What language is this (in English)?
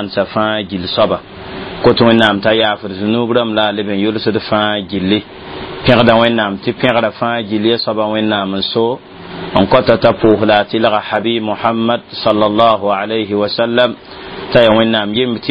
Mossi